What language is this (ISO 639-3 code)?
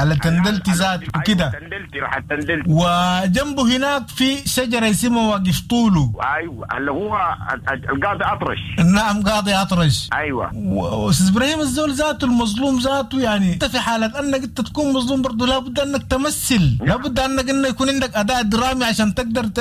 apd